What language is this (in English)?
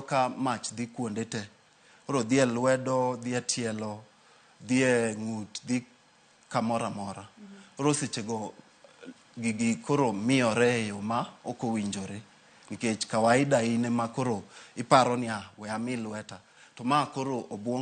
Luo (Kenya and Tanzania)